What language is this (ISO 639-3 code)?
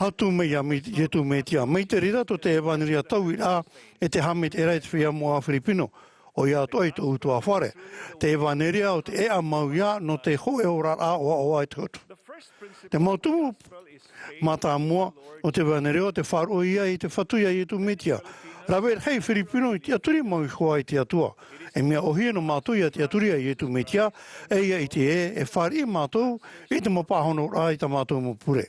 tah